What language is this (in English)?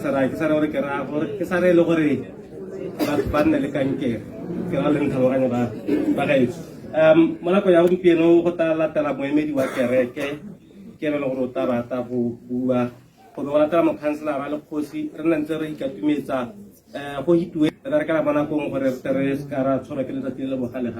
Tswana